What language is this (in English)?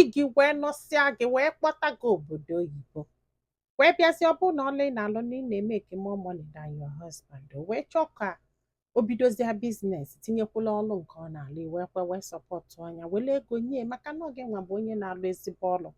Igbo